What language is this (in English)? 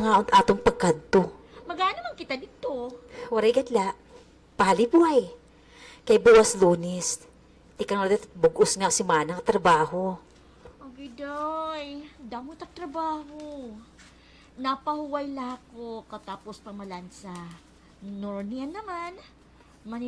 Waray